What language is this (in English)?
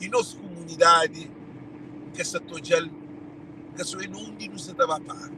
Kabuverdianu